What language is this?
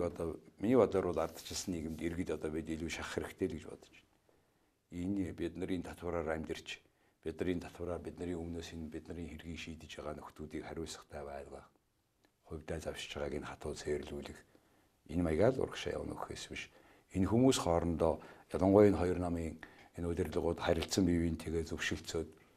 Mongolian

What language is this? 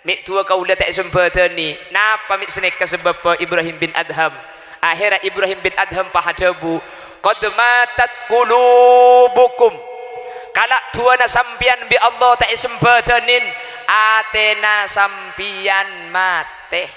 Madurese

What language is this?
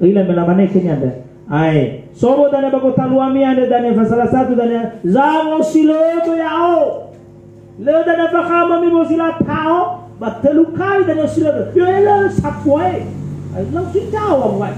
Nias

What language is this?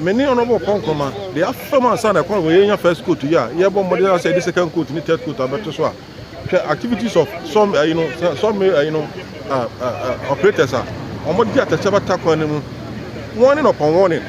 Akan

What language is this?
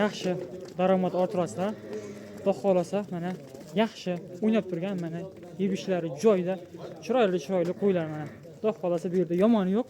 Uzbek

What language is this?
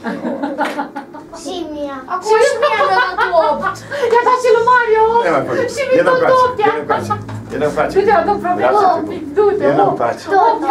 Romanian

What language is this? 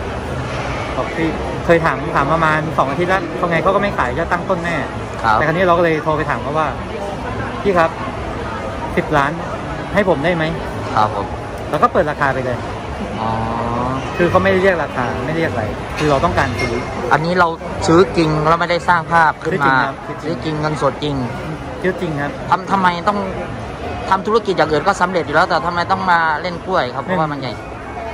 Thai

